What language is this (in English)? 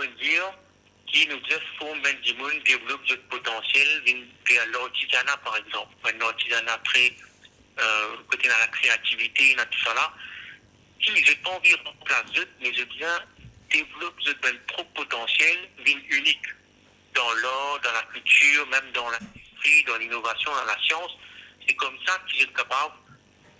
Morisyen